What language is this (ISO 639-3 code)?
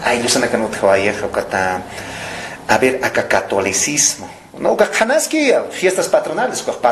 aym